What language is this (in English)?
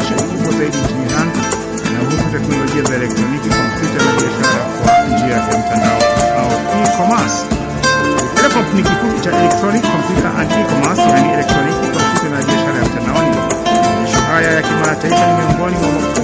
Swahili